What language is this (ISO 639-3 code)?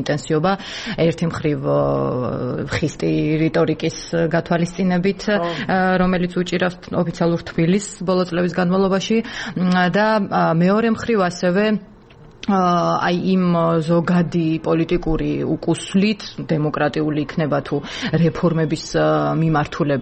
kat